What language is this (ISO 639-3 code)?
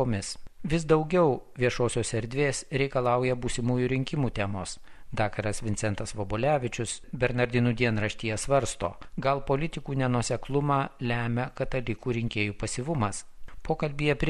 lit